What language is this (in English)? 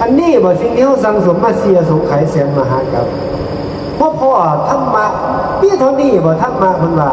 Northeastern Thai